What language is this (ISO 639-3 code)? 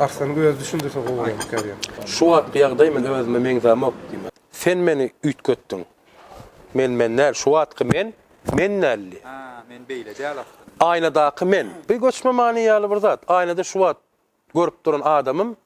tuk